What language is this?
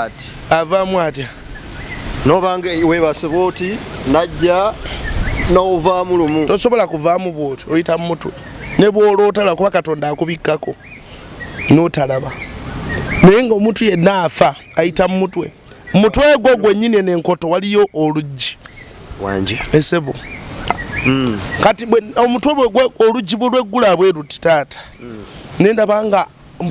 Ganda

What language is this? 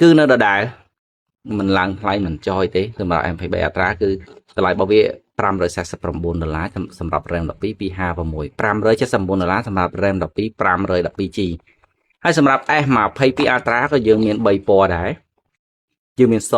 Khmer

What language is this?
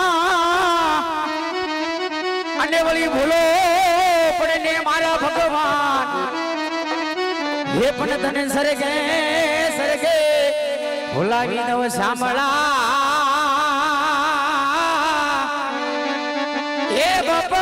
Gujarati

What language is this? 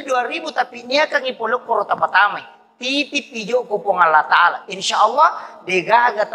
Buginese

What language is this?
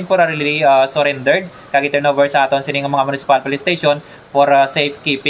Hiligaynon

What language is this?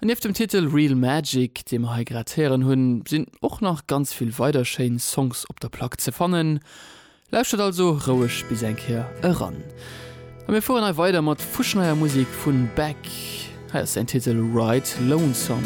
Luxembourgish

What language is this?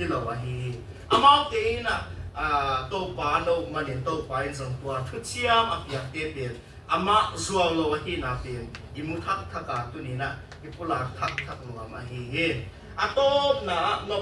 Tedim Chin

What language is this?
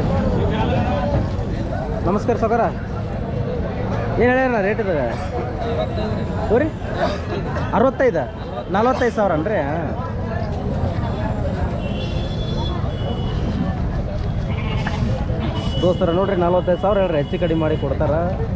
Kannada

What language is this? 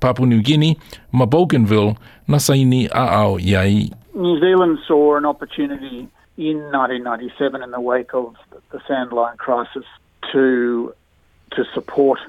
Samoan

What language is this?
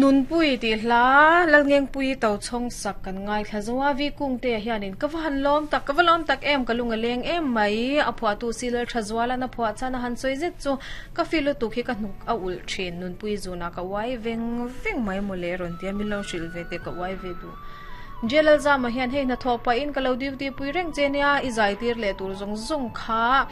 Mizo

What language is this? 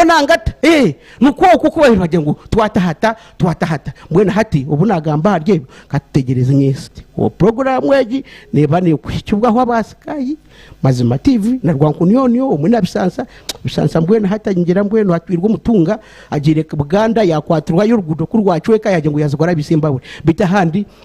Nyankole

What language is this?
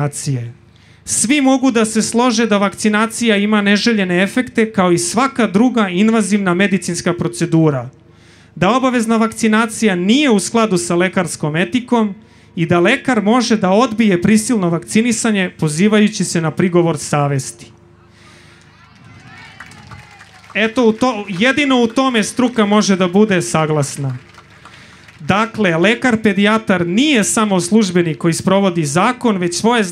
Serbian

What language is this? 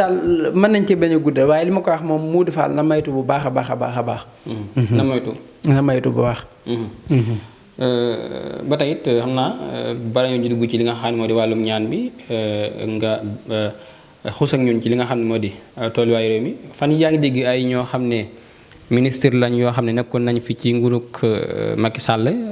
Wolof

